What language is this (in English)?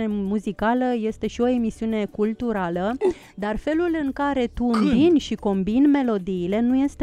Romanian